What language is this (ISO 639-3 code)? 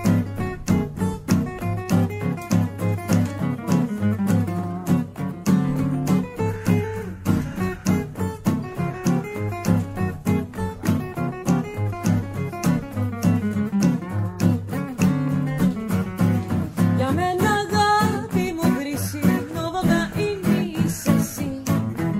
ell